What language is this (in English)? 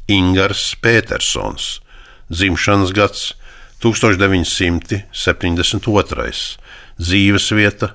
Latvian